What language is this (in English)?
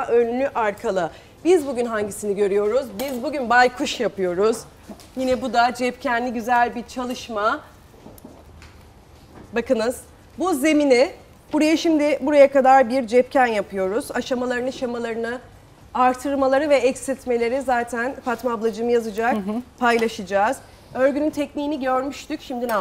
Turkish